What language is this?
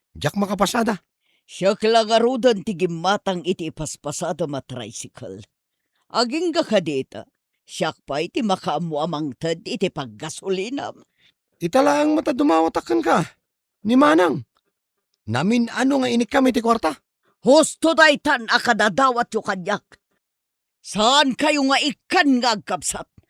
Iloko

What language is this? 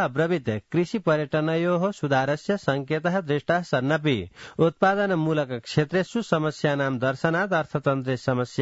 Sanskrit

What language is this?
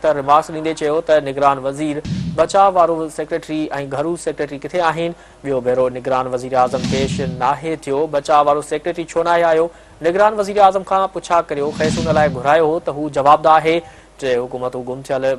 Sindhi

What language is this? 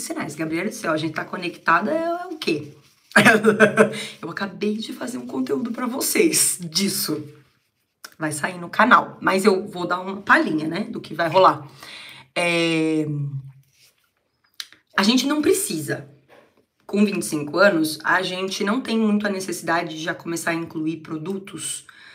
Portuguese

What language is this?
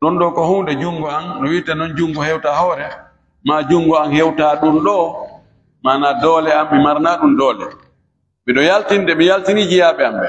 Fula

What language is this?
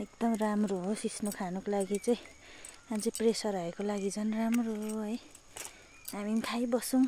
Nepali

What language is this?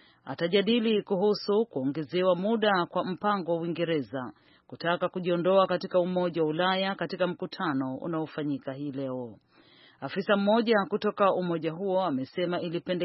Swahili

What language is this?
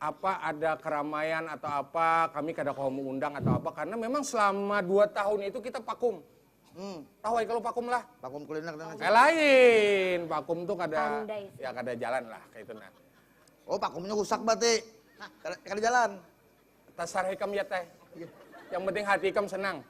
Banjar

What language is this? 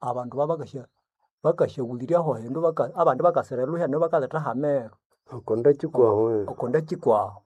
Nande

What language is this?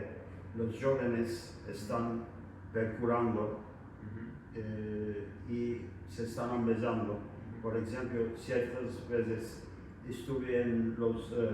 Ladino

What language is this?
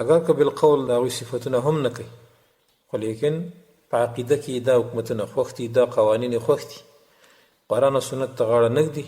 Pashto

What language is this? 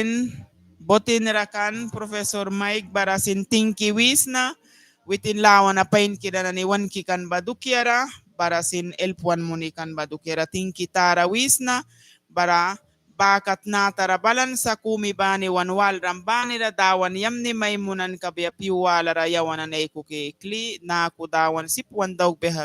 Mískito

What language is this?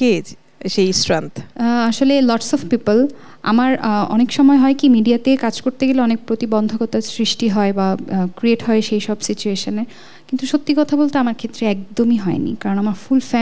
Bangla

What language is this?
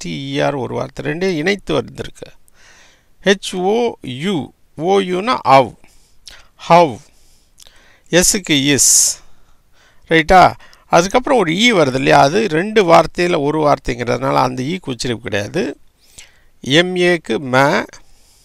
Tamil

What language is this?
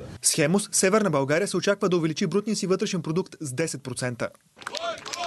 Bulgarian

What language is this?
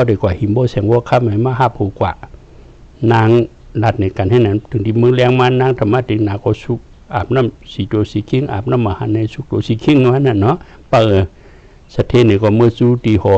Shan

